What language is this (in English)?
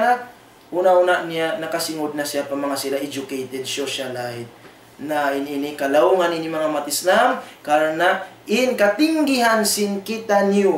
Tausug